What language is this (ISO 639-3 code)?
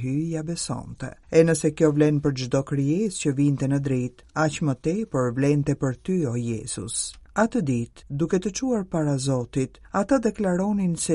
sqi